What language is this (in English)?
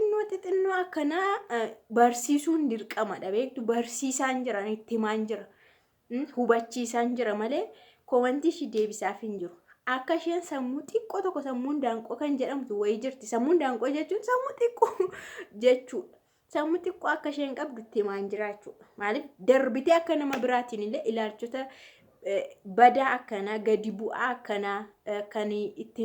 Oromo